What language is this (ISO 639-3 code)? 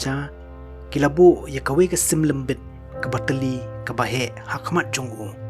kha